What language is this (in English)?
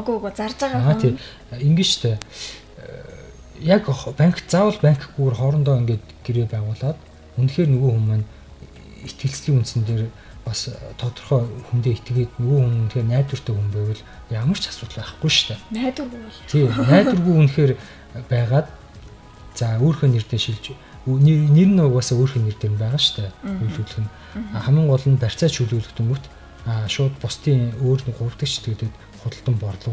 Mongolian